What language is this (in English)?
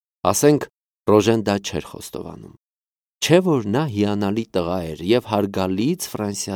Armenian